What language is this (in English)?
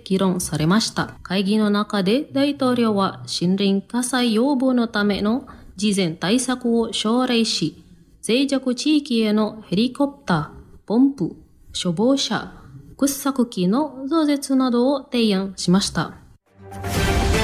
Japanese